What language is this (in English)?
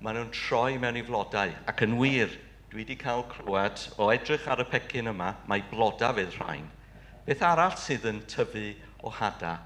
Welsh